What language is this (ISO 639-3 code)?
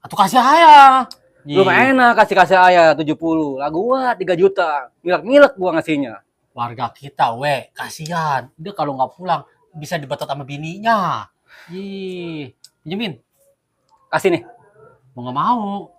bew